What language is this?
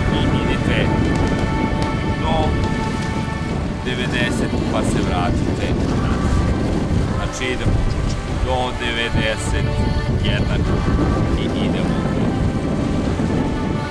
Serbian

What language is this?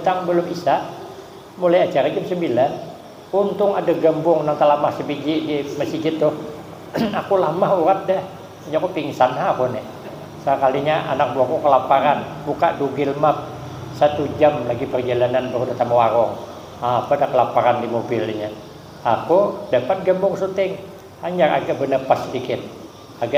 Banjar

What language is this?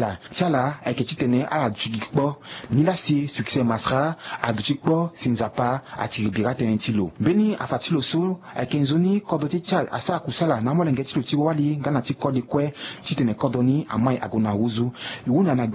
Sango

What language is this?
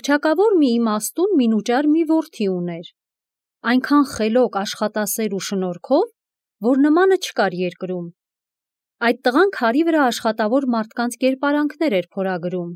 Armenian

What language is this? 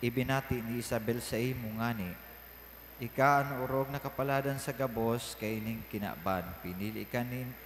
Bikol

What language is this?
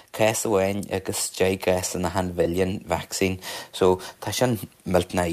Irish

